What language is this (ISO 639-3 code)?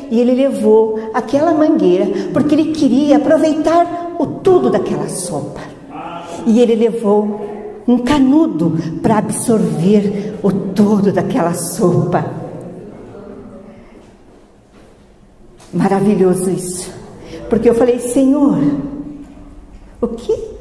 por